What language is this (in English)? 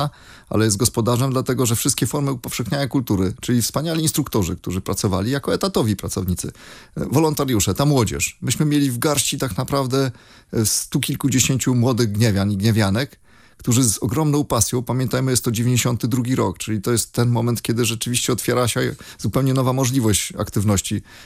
Polish